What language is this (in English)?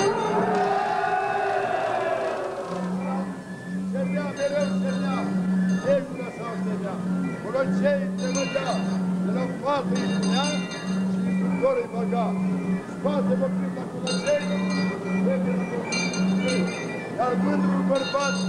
Romanian